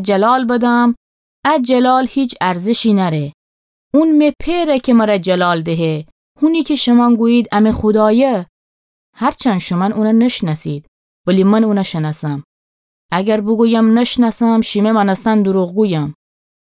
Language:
Gilaki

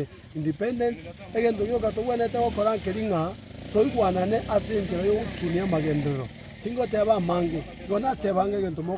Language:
Gusii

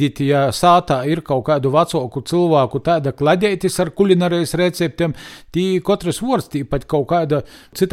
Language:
Latvian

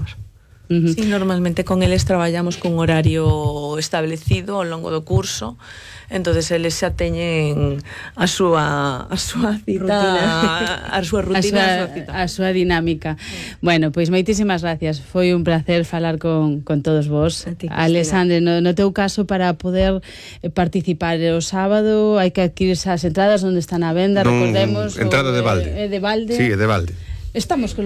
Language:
Galician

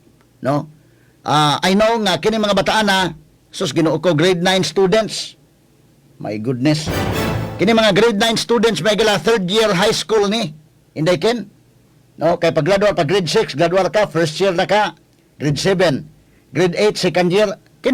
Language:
Cebuano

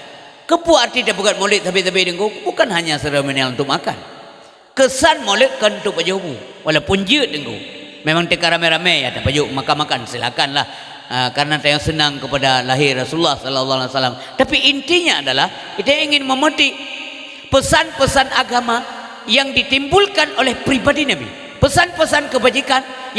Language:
Achinese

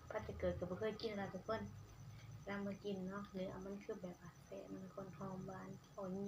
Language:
Northeastern Thai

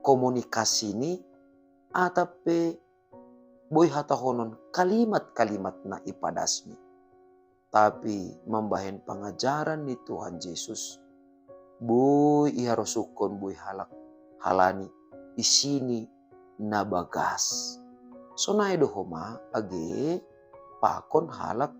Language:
Batak Simalungun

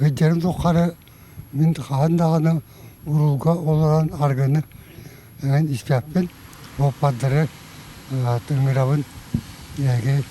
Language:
Yakut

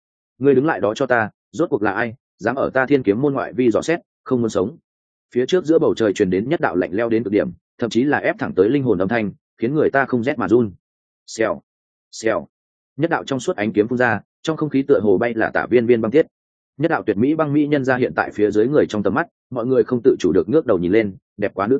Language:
Vietnamese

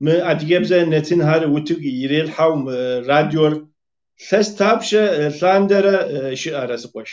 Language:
Kabardian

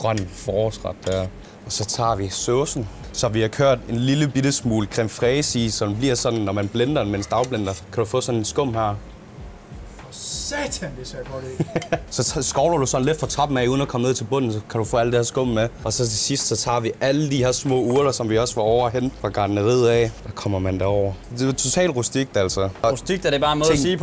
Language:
Danish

